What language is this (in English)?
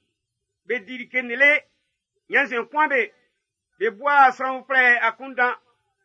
Baoulé